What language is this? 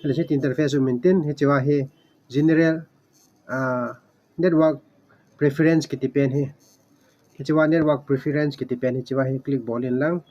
Thado Chin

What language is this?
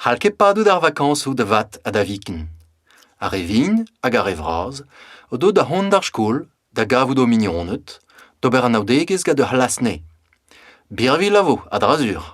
Breton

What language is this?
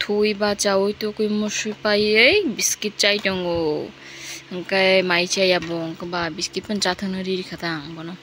Kok Borok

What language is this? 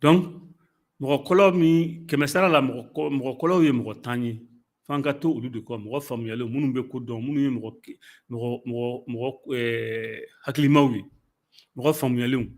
Bambara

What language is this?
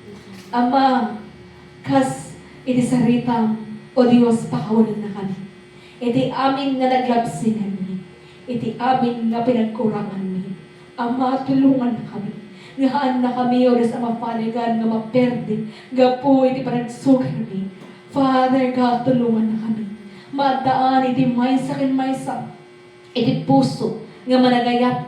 Iloko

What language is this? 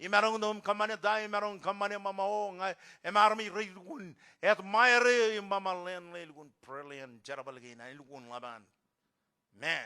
Marshallese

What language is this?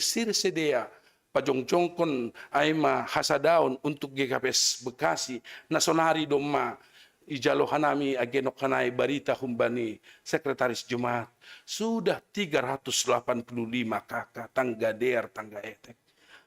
Batak Simalungun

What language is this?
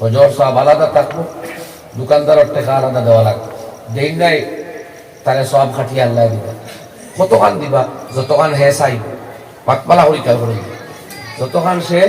Sylheti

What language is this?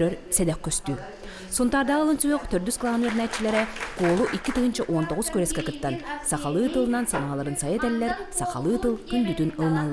Yakut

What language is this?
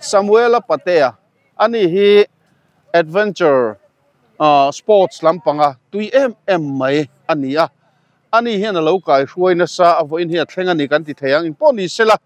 Mizo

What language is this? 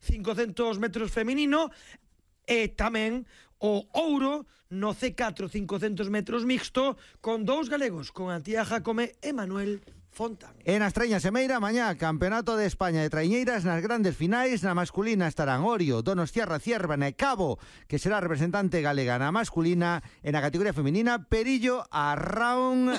Galician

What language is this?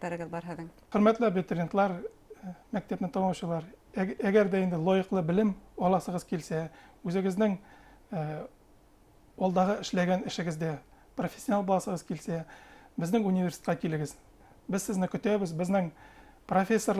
Bashkir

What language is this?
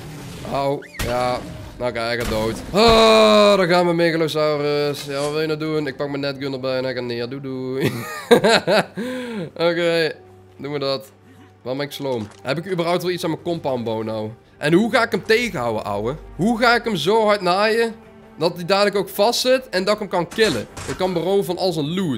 Dutch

